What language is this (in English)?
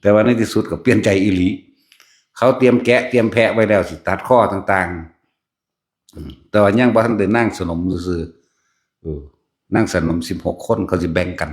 Northeastern Thai